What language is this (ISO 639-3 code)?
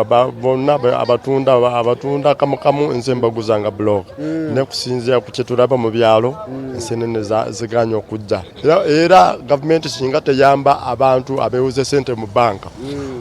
lug